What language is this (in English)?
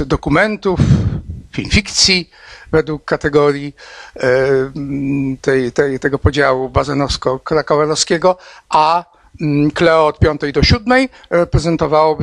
Polish